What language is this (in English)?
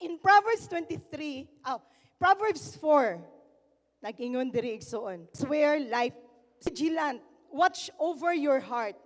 Cebuano